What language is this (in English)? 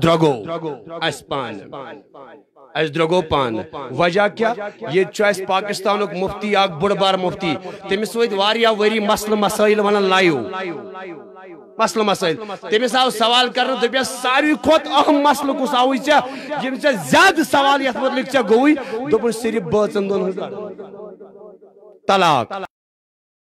Kashmiri